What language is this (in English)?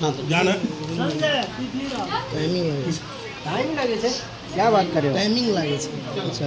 Maithili